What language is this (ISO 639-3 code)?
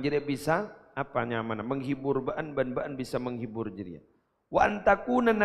mad